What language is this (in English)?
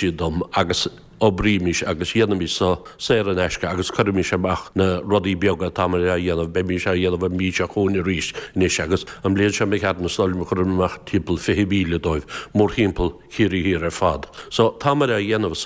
Irish